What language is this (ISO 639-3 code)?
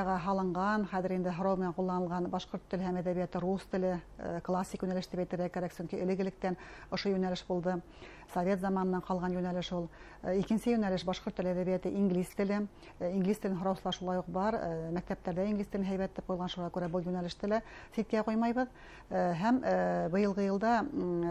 bak